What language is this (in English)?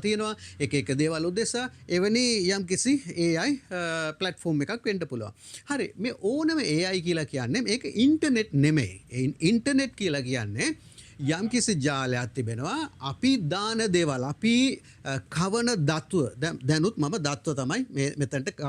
Sinhala